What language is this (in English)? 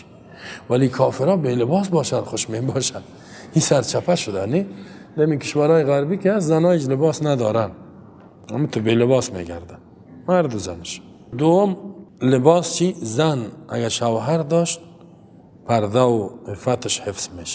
Persian